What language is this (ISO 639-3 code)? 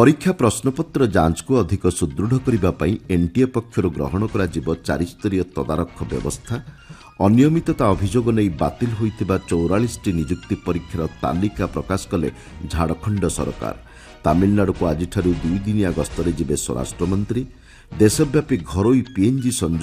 ori